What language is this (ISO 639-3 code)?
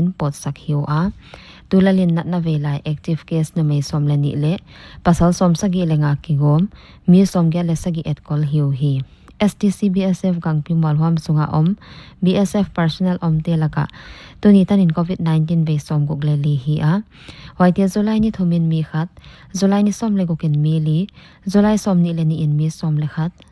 pck